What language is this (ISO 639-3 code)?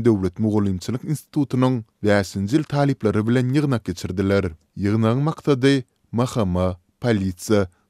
tuk